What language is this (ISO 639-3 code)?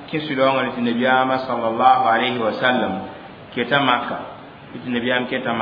mos